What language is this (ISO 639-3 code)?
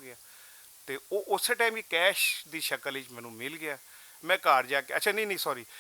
lah